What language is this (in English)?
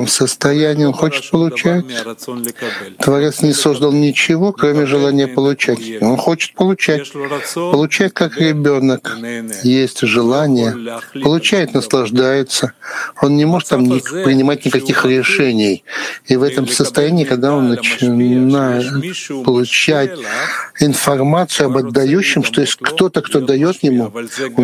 Russian